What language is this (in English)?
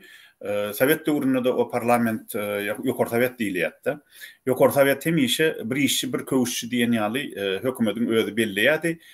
Turkmen